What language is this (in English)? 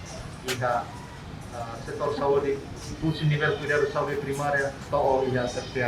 Tetum